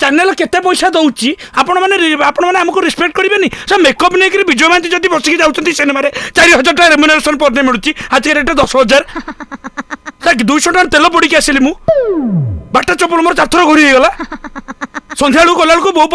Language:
Odia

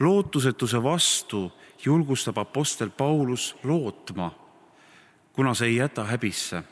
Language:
Estonian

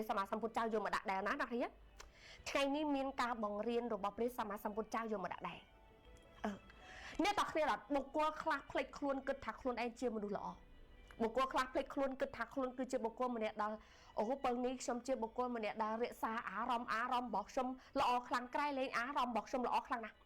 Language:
Khmer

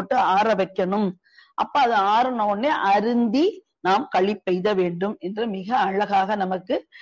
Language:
Tamil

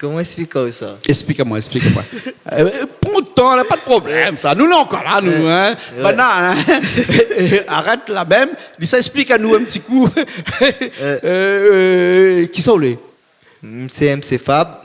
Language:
Réunion Creole French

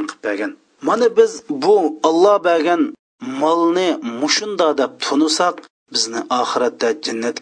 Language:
Uyghur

